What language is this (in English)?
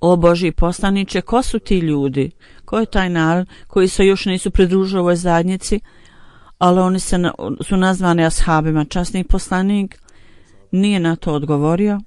Bosnian